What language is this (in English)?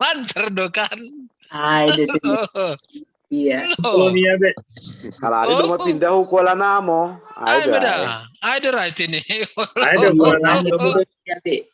Batak Simalungun